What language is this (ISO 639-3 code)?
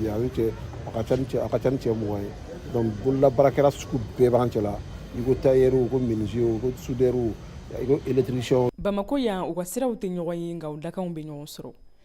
bam